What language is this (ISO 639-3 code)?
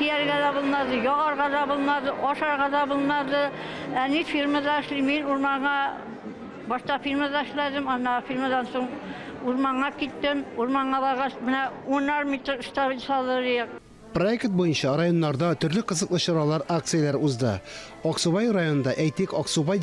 tat